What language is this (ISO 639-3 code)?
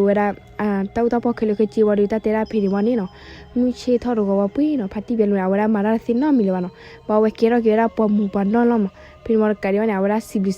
ksw